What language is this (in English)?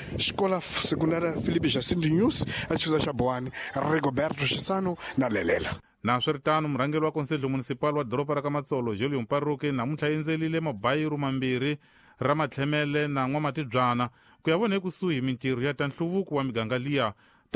Tsonga